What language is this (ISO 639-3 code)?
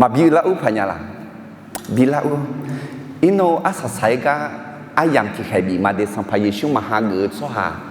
ahk